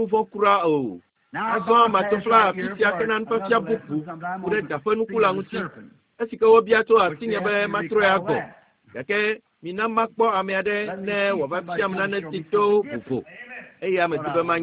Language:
Ewe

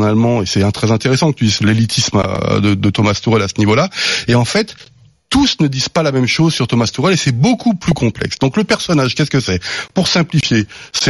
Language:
French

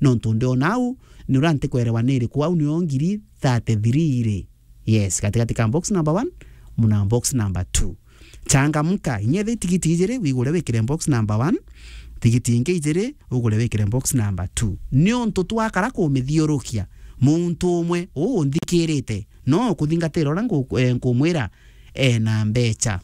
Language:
Meru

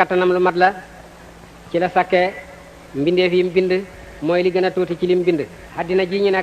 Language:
Wolof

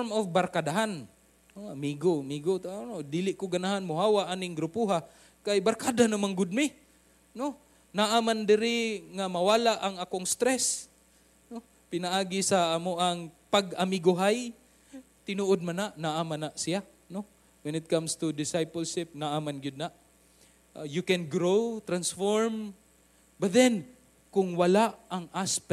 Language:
Cebuano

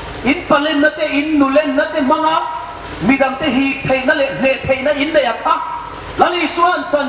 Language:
Hmar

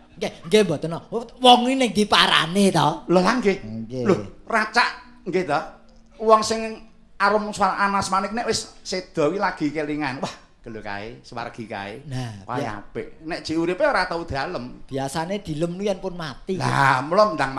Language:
Javanese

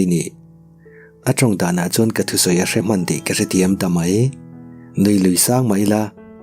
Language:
Mizo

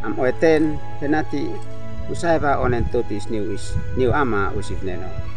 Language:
Uab Meto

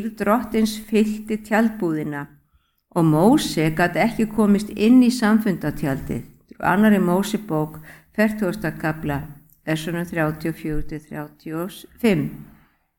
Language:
Icelandic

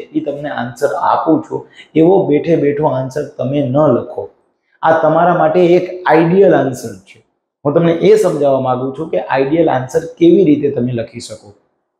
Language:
Gujarati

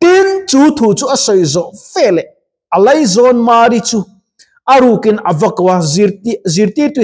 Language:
Mizo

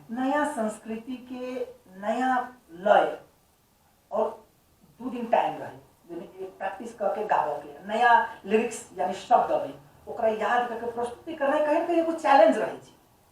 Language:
Maithili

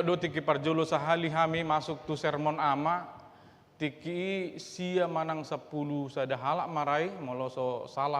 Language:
Batak Toba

